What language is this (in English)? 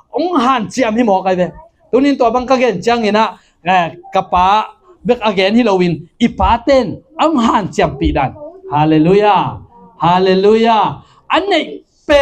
Tedim Chin